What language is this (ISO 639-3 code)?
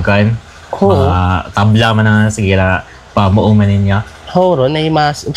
hil